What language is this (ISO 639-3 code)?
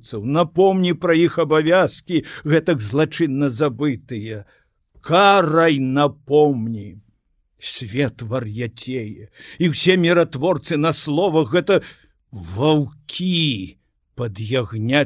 bel